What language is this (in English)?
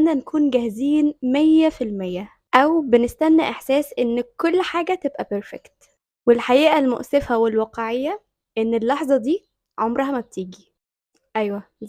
Egyptian Arabic